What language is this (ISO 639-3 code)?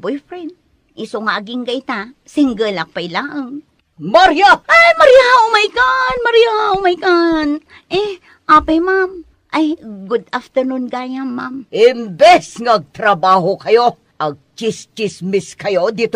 ilo